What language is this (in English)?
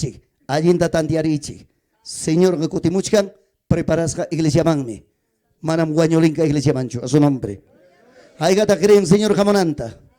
Ayacucho Quechua